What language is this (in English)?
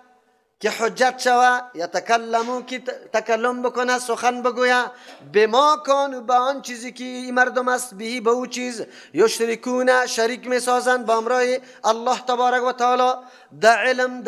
Persian